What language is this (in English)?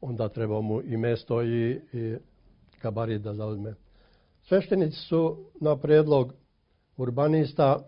Serbian